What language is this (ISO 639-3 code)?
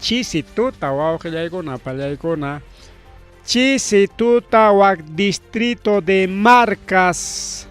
quy